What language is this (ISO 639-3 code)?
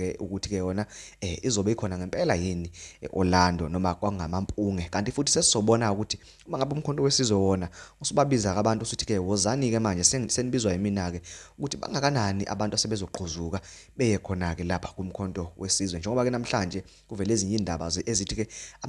zul